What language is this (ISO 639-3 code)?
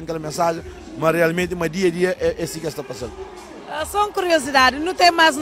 kea